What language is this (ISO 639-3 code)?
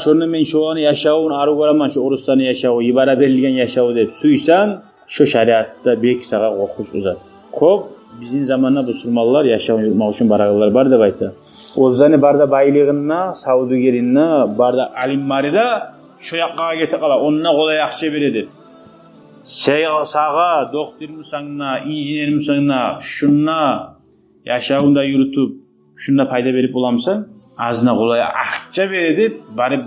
kum